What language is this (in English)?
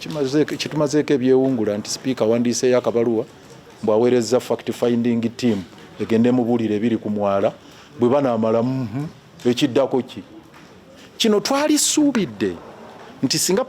Ganda